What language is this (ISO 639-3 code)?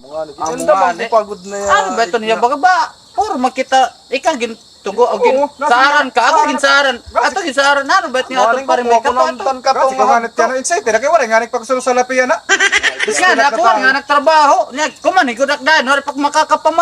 war